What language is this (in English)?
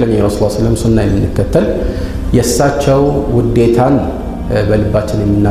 Amharic